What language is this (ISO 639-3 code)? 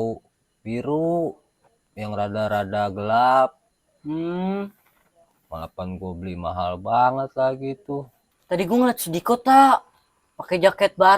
bew